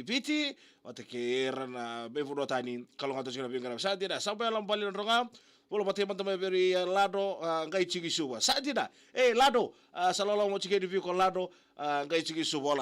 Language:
Fijian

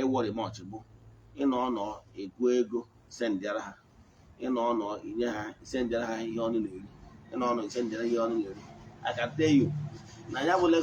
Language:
Igbo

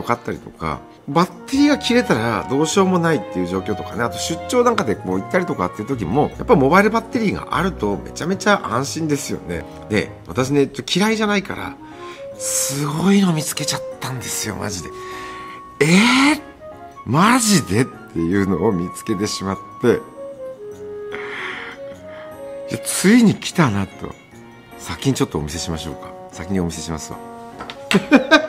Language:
Japanese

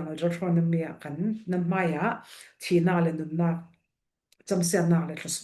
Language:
Falam Chin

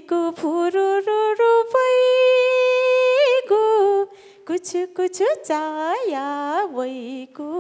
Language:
Newari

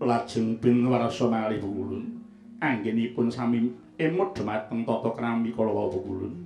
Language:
Javanese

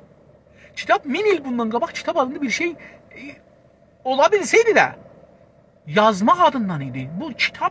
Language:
South Azerbaijani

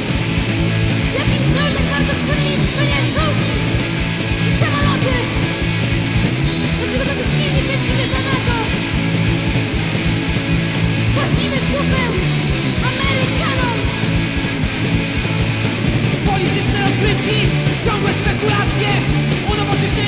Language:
Polish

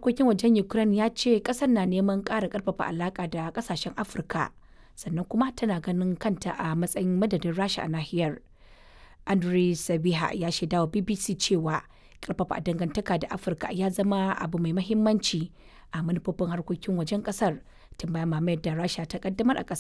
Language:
Hausa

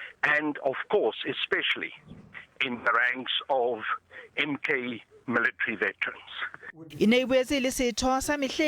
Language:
Southern Sotho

